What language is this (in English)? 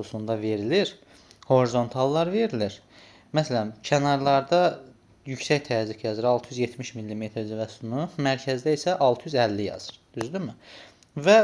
Azerbaijani